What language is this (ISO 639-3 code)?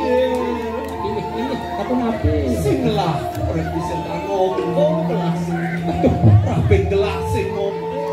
ban